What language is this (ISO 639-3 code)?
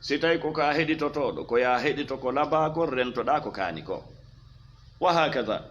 ful